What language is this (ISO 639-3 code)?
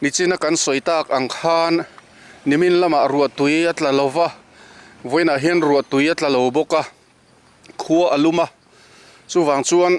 lus